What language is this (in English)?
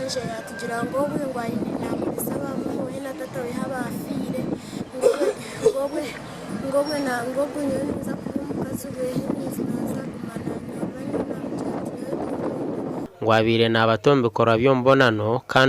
Nyankole